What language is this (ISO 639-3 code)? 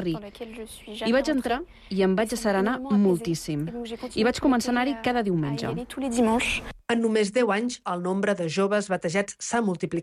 cat